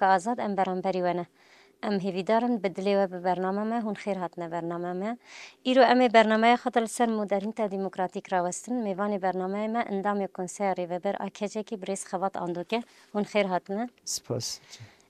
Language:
Kurdish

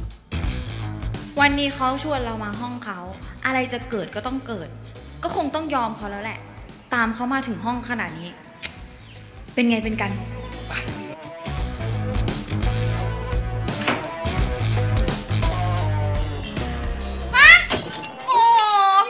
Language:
Thai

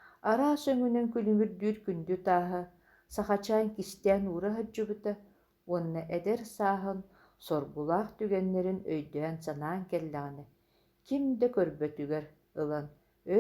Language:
Yakut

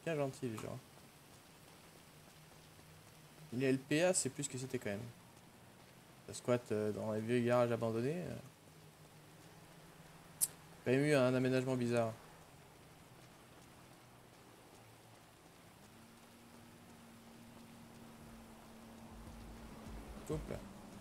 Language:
French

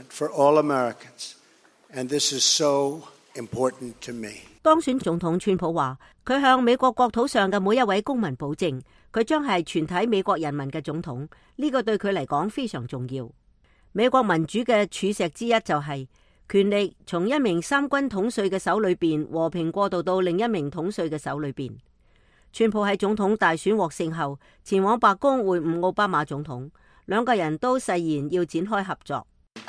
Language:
Cantonese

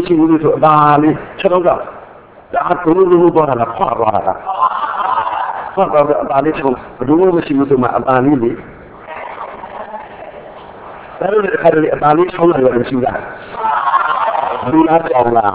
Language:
Burmese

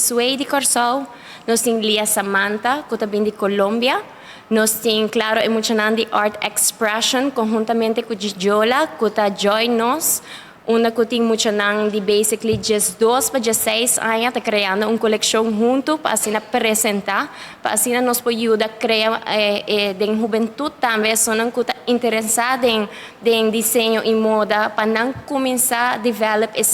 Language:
Papiamento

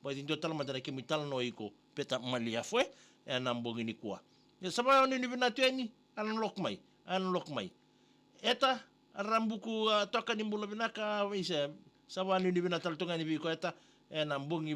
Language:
Fijian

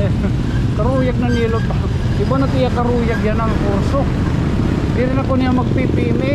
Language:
Waray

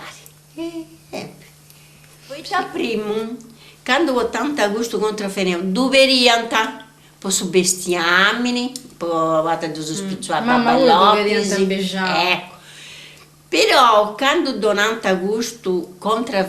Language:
Sardinian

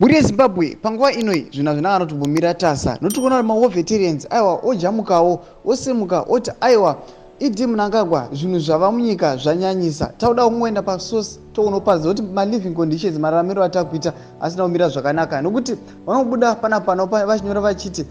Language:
Shona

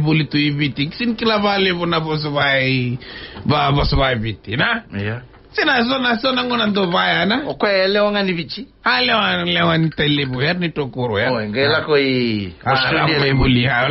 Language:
Fijian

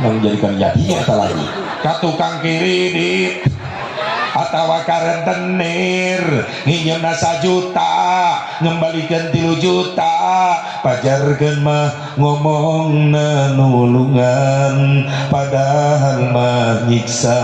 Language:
Sundanese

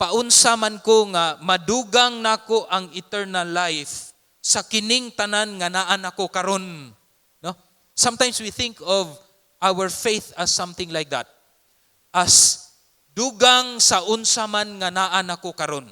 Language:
Cebuano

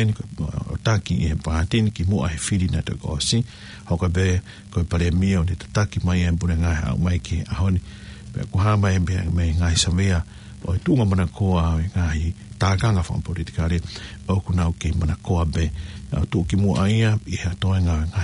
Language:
Tongan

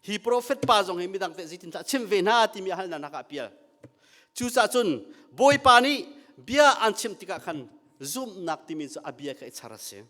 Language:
Hakha Chin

